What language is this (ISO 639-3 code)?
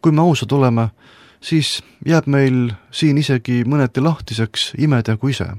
est